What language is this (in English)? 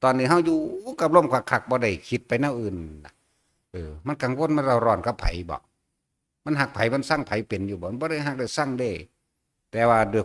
Northeastern Thai